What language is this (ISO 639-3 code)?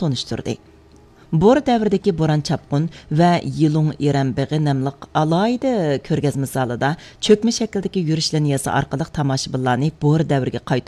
uig